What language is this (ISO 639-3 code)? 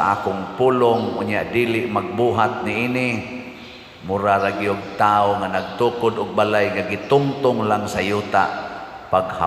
ceb